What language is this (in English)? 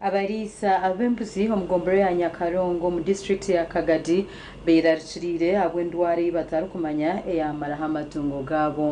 Nyankole